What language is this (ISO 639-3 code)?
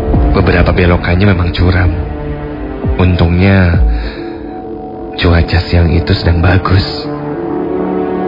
ind